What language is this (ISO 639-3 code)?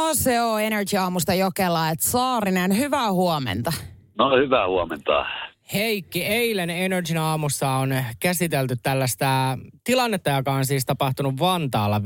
fin